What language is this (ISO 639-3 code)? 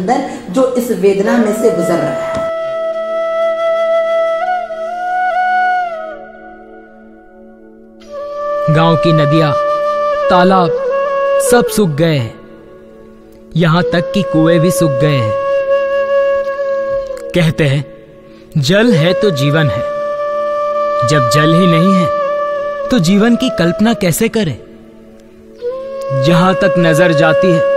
hin